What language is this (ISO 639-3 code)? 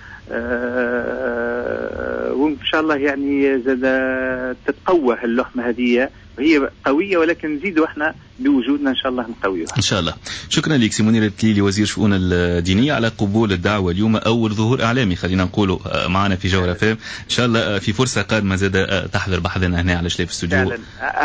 aeb